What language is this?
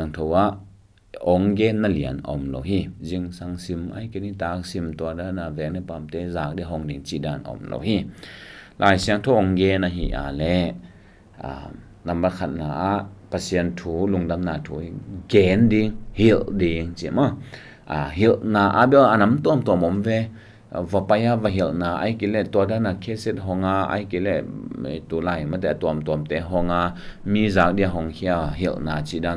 Tedim Chin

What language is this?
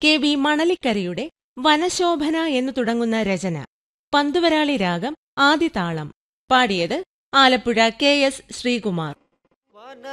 Malayalam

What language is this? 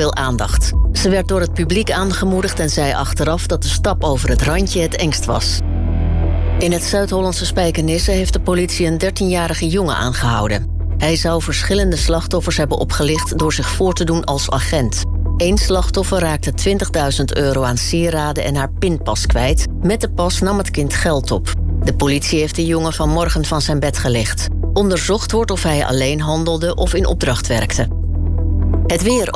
Dutch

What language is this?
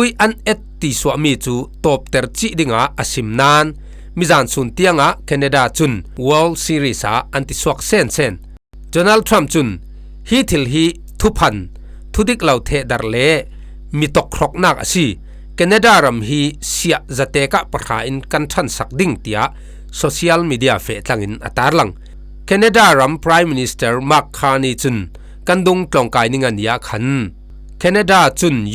Falam Chin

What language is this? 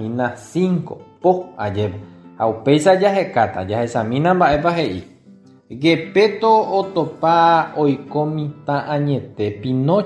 Guarani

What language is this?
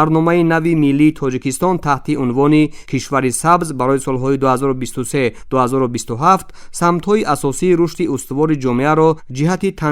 Tajik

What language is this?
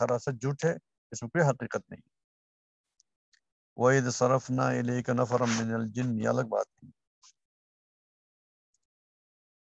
Urdu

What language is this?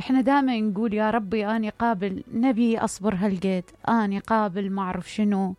Mesopotamian Arabic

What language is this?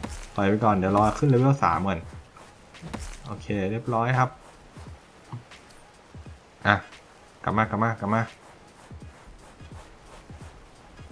Thai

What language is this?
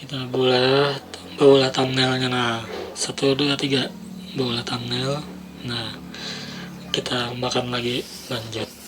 Banjar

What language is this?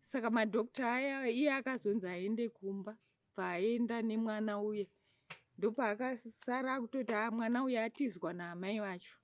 Shona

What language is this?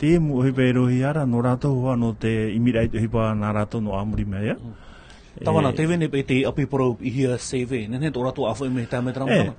Tahitian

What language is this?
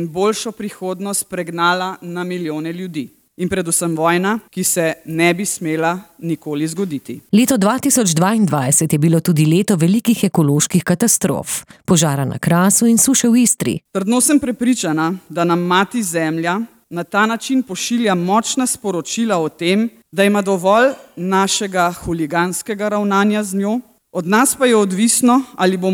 Slovenian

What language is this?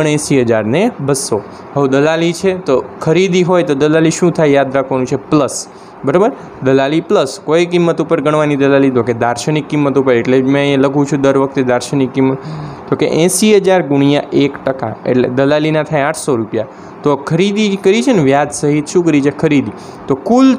Gujarati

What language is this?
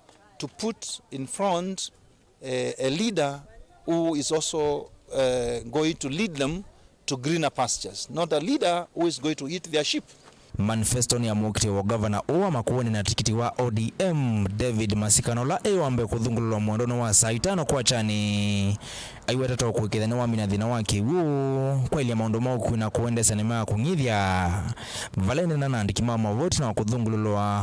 Kamba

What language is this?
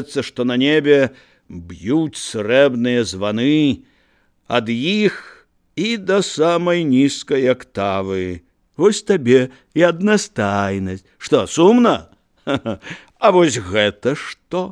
Belarusian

